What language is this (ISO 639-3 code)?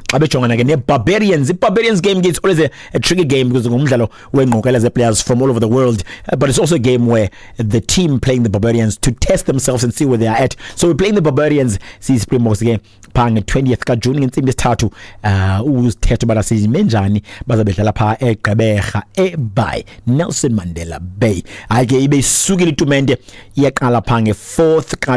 xho